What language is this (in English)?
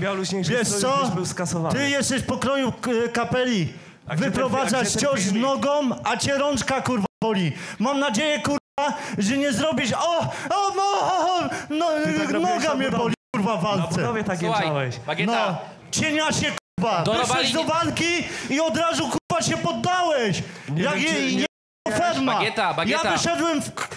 Polish